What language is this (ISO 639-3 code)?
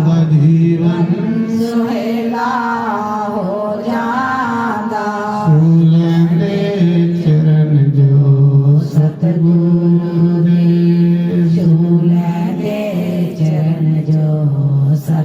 doi